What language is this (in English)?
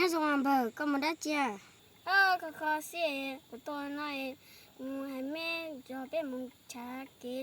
Hmong